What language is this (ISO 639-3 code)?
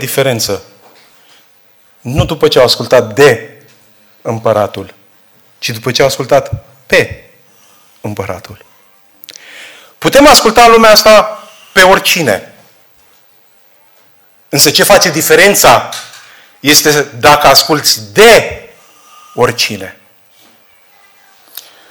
ron